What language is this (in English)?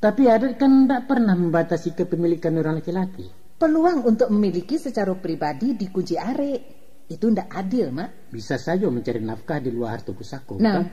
Minangkabau